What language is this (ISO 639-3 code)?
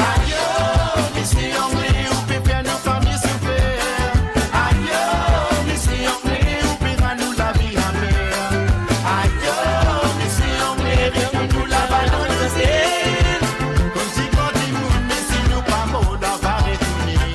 mfe